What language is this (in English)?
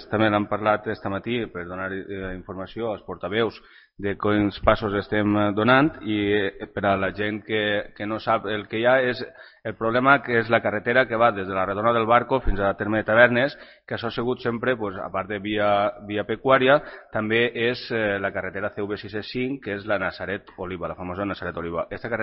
Catalan